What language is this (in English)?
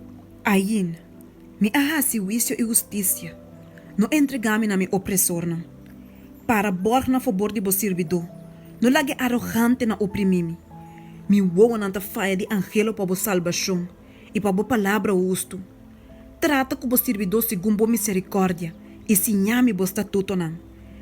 Papiamento